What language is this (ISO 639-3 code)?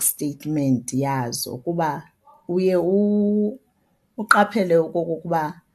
xho